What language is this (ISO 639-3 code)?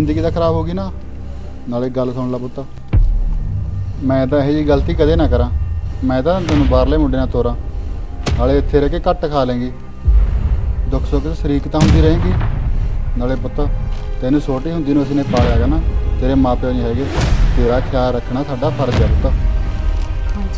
pan